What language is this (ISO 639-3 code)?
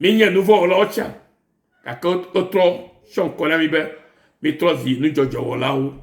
ewe